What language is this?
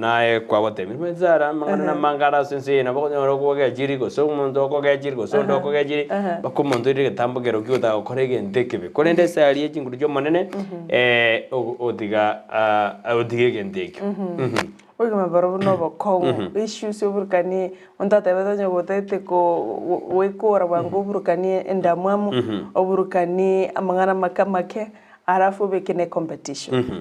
Gusii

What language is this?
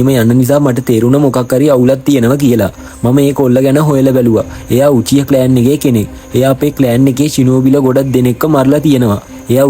Sinhala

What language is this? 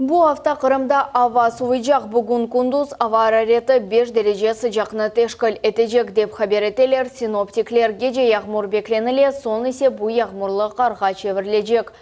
Crimean Tatar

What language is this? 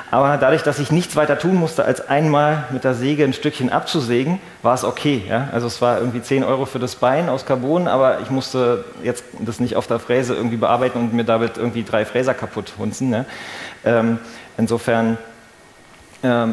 German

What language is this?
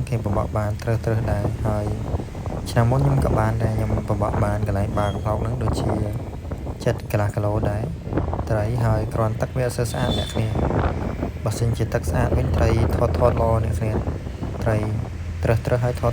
Khmer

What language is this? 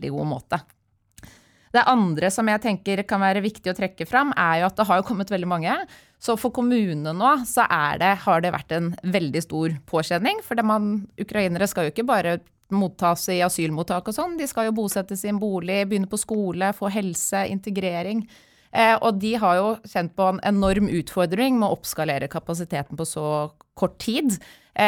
Norwegian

